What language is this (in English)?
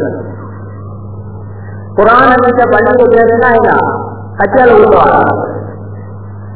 Tamil